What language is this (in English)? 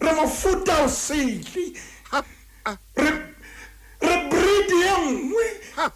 Southern Sotho